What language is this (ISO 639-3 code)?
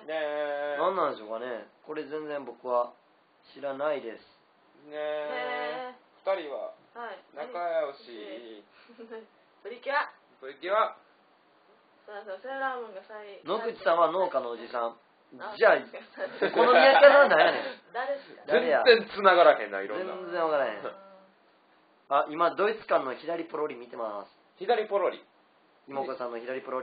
jpn